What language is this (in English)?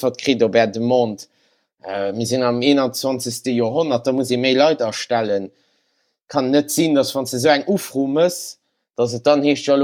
Luxembourgish